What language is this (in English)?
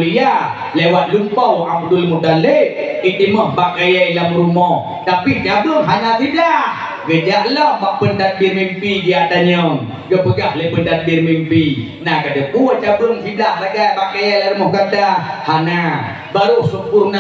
Achinese